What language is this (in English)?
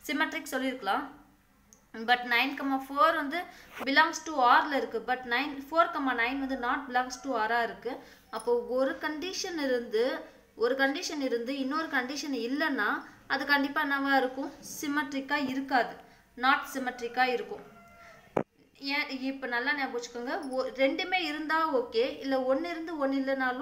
Tamil